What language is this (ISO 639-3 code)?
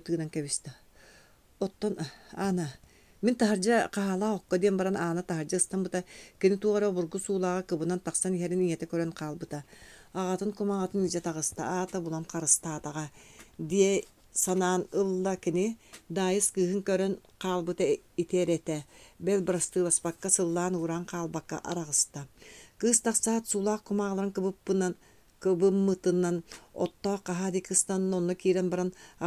sah